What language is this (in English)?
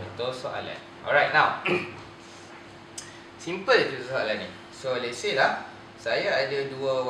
Malay